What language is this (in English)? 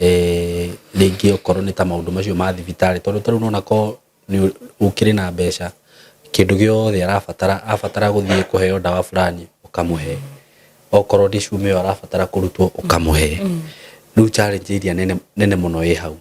Kikuyu